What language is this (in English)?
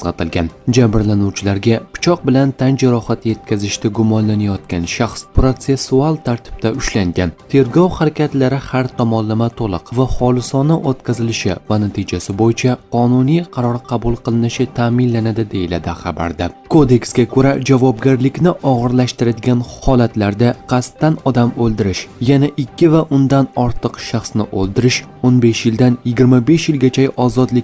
Uzbek